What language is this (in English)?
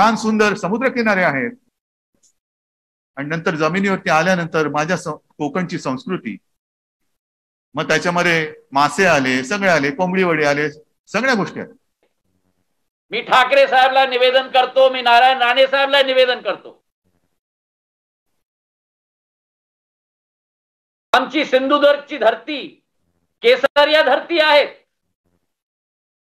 Marathi